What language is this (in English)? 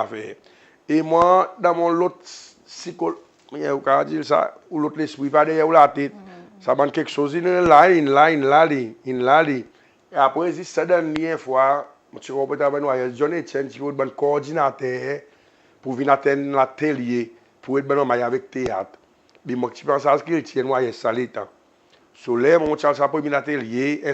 Seselwa Creole French